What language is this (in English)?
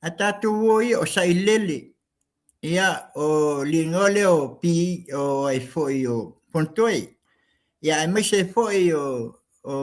Samoan